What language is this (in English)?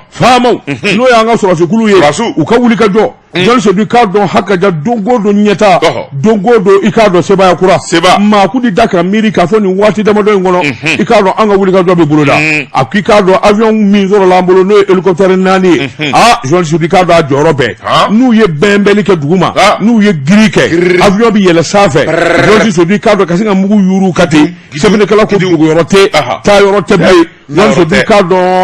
Bambara